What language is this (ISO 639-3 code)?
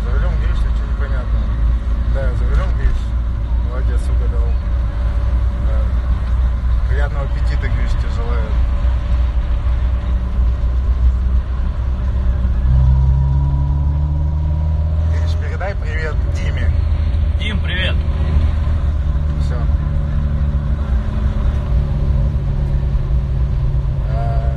rus